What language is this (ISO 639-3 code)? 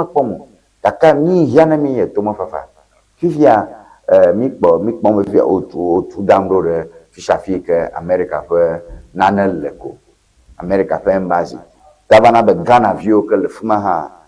ewe